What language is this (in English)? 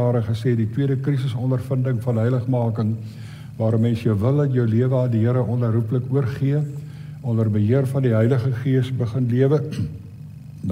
Afrikaans